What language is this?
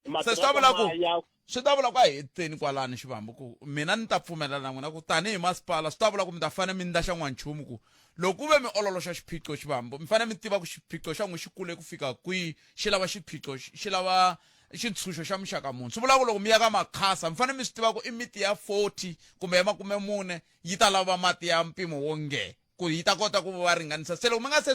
Tsonga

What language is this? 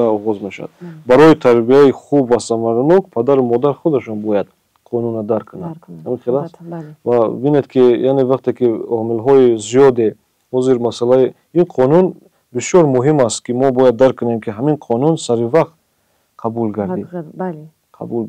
Tajik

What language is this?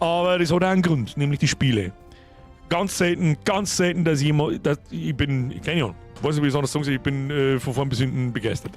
Bavarian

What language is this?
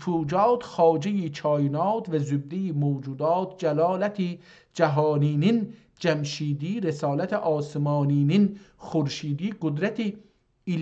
South Azerbaijani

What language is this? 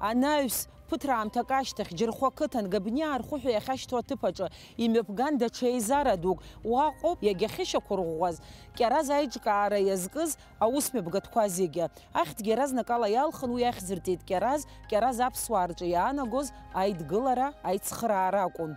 Abkhazian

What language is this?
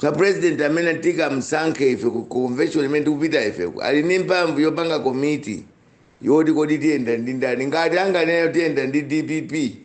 Nyanja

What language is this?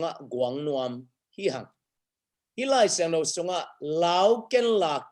Tedim Chin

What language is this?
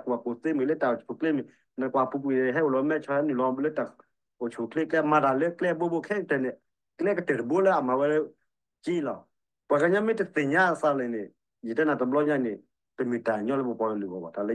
S'gaw Karen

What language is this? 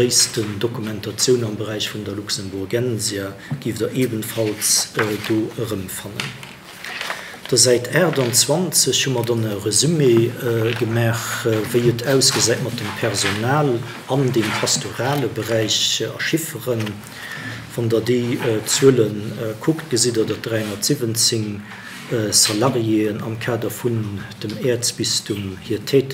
Luxembourgish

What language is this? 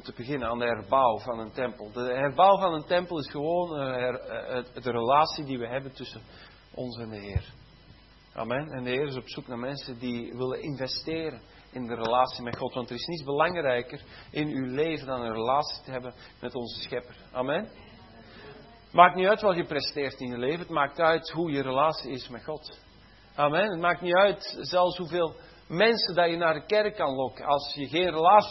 Dutch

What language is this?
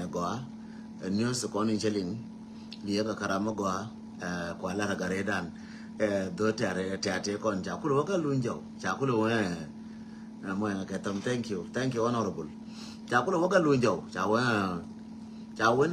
Nuer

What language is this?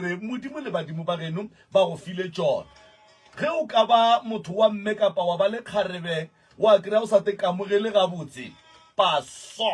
Northern Sotho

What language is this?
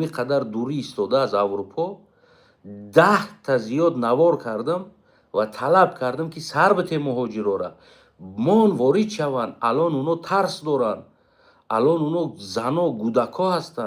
Tajik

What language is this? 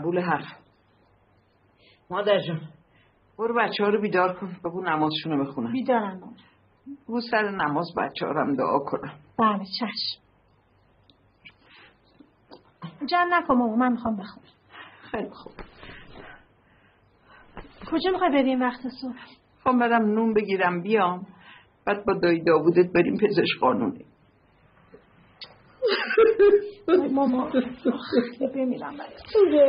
Persian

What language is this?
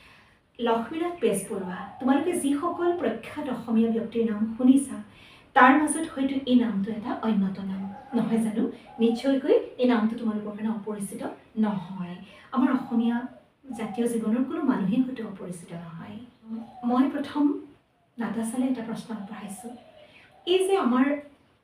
Assamese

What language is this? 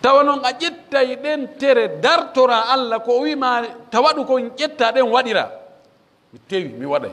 Pular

